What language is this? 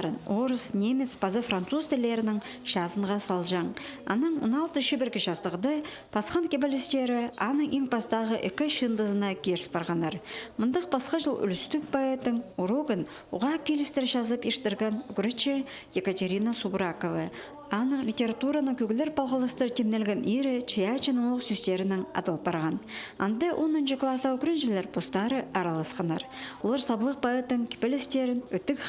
Khakas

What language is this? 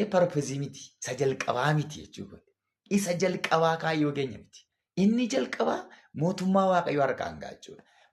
Oromo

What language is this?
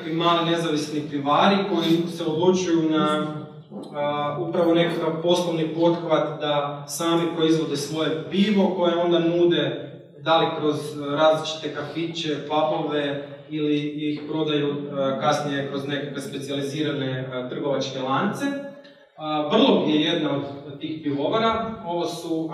Croatian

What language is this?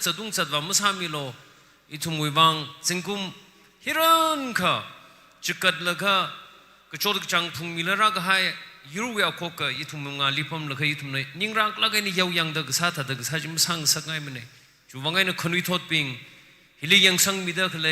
Tangkhul Naga (India)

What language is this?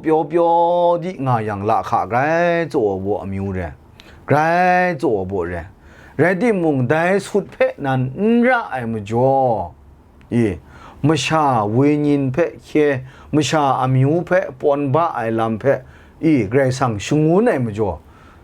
Kachin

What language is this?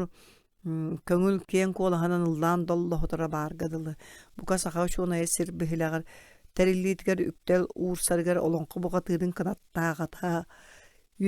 Yakut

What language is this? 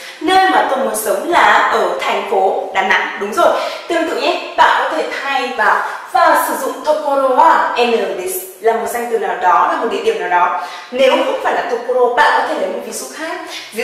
Vietnamese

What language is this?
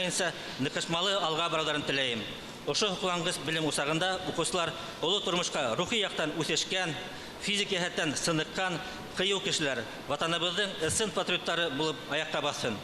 Bashkir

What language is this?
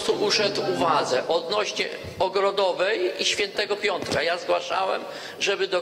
Polish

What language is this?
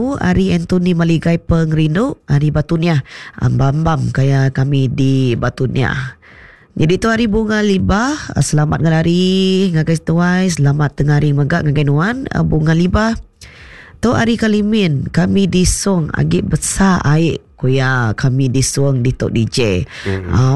Iban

